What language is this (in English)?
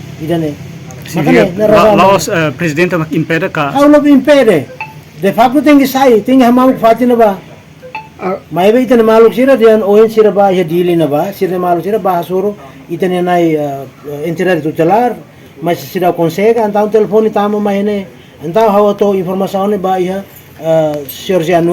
Tetum